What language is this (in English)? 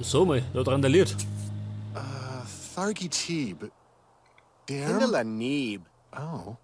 Bavarian